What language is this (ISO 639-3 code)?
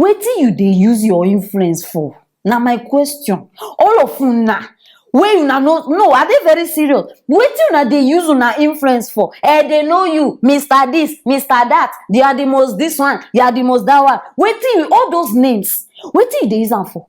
pcm